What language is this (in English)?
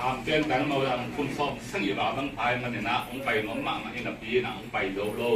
Tedim Chin